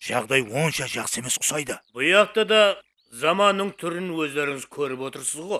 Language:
Kara-Kalpak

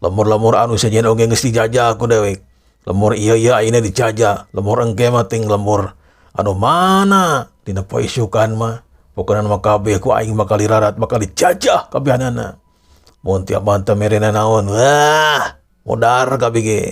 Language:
Sundanese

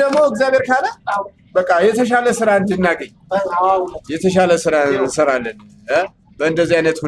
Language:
Amharic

